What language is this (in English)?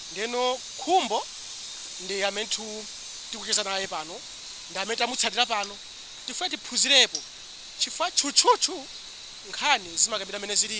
Nyanja